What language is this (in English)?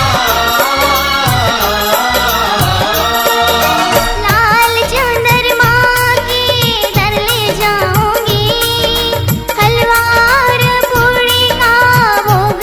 Bhojpuri